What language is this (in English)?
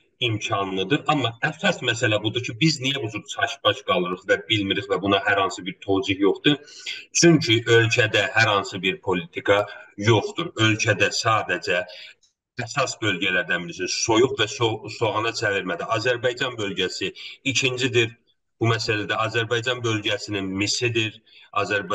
South Azerbaijani